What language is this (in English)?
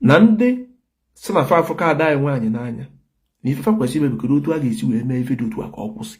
Igbo